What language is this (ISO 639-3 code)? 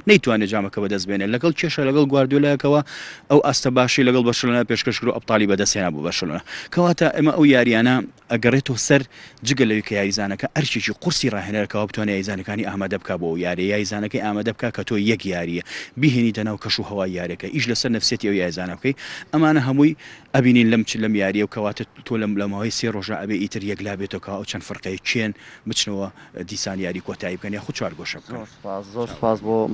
ckb